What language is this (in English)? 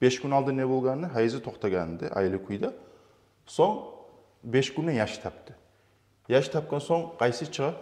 Kumyk